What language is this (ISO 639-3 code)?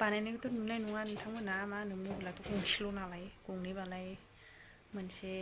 brx